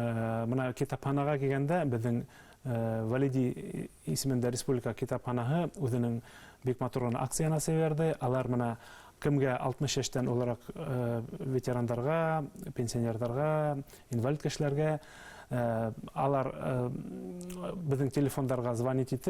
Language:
Bashkir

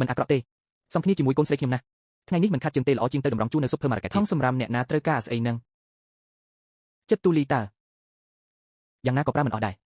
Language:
Khmer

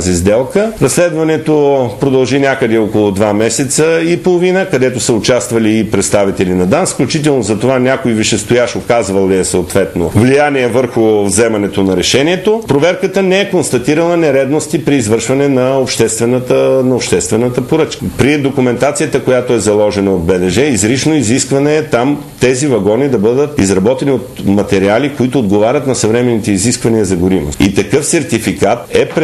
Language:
Bulgarian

